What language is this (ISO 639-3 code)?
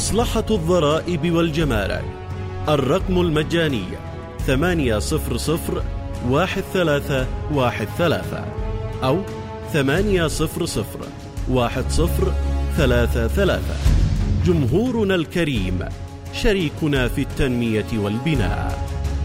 ara